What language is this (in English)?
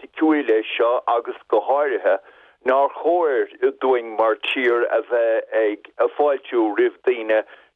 Irish